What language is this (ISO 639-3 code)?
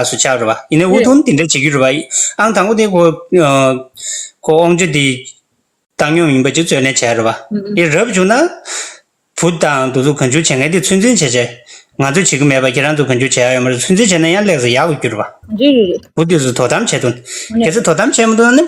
bod